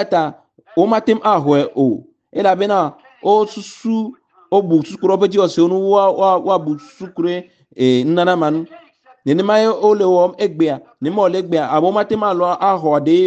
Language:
Ewe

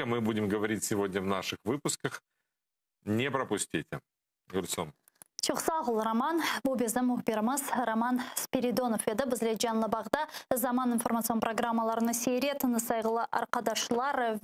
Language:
Crimean Tatar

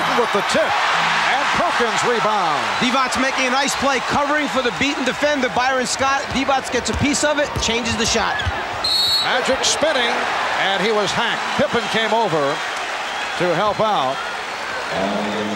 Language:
English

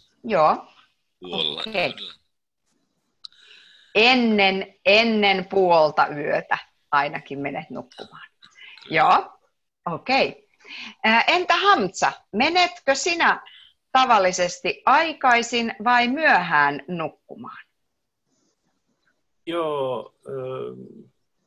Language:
Finnish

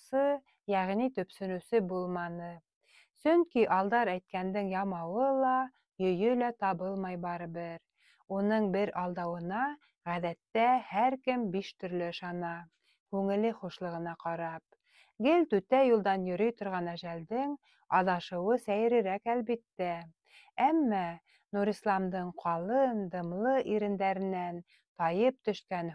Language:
Bashkir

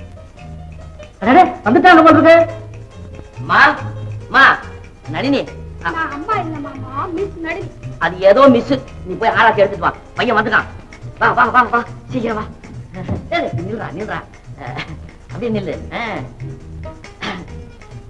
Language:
Tamil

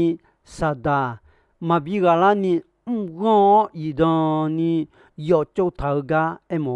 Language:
Akha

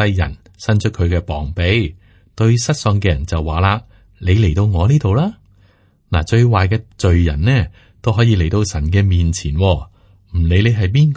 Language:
Cantonese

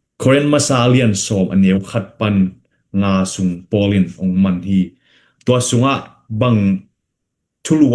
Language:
Tedim Chin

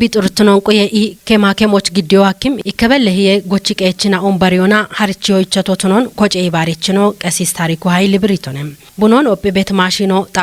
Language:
Kafa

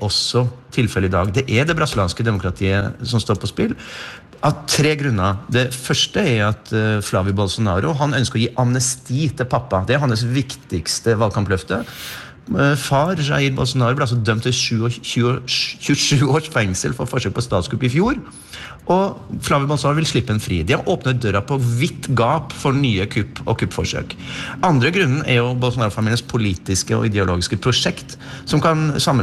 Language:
Norwegian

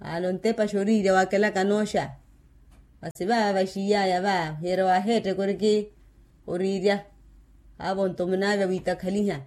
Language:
Makhuwa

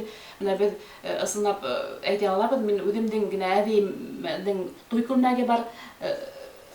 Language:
Bashkir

